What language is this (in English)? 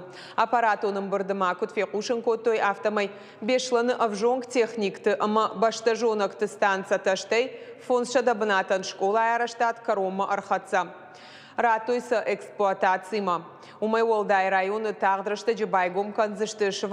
Ossetic